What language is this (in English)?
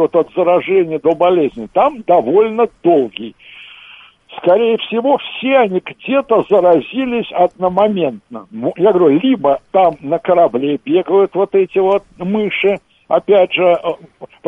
Russian